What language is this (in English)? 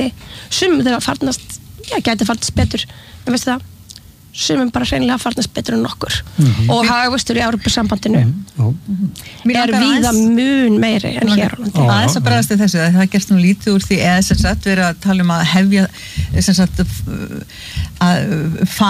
Icelandic